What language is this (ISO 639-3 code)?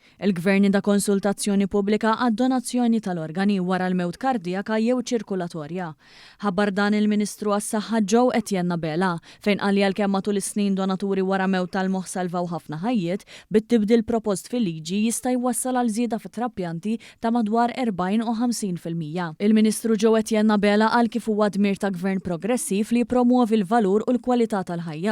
mlt